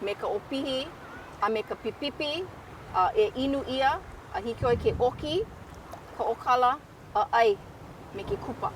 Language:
Hawaiian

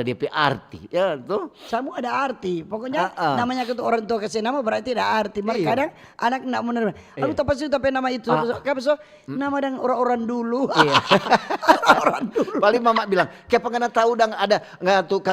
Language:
Manado Malay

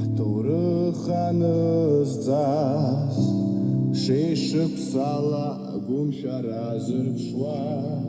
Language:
Abkhazian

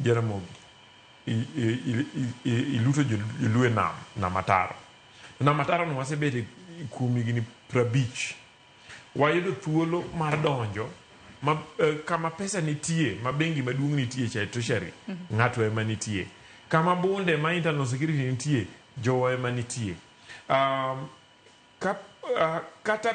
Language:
Luo (Kenya and Tanzania)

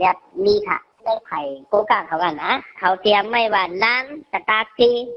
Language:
Shan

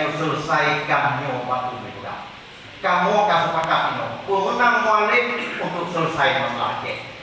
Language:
Achinese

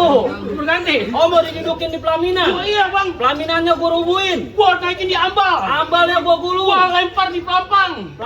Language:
Betawi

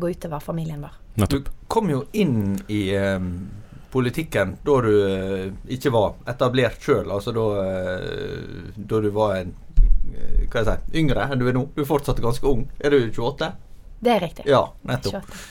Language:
Norwegian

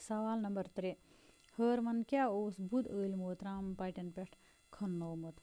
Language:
Kashmiri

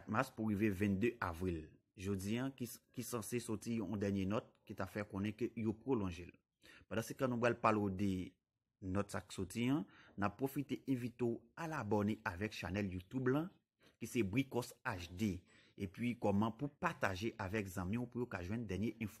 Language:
Haitian Creole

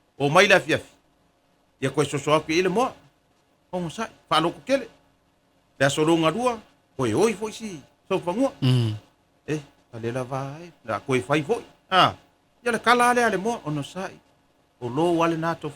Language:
Samoan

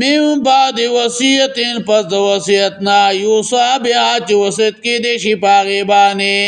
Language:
Pashto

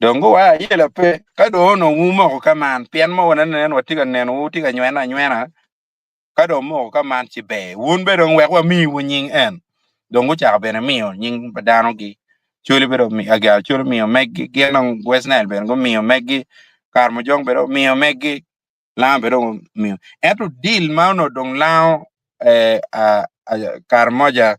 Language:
Acoli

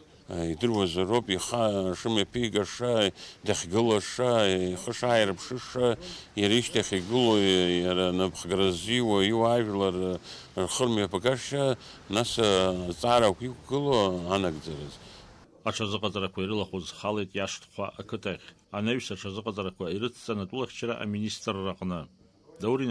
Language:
Abkhazian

